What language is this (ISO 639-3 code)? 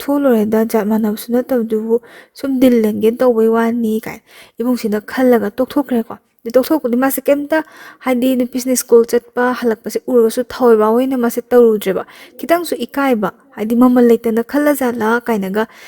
mni